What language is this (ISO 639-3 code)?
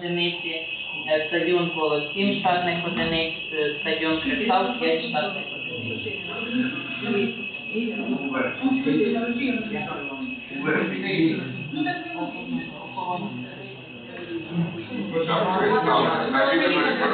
ukr